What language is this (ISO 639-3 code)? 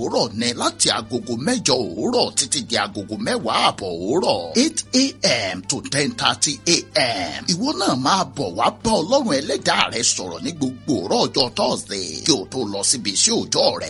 yor